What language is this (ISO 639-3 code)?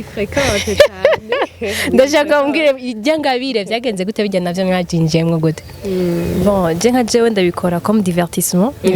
run